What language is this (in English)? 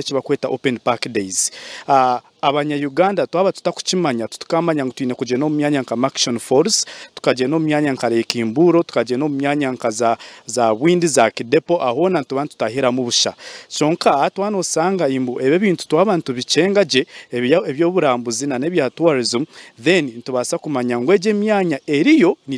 Nyankole